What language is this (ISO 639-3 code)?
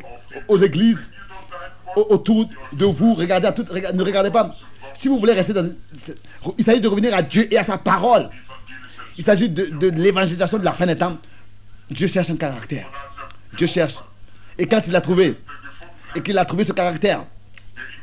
fra